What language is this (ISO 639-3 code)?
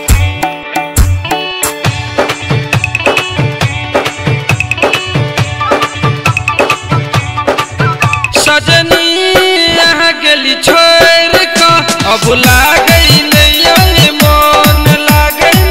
mai